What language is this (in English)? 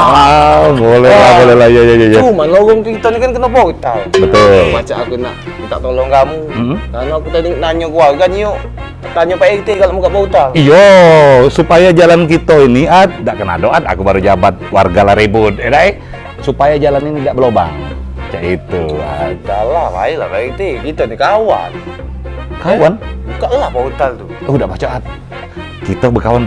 Musi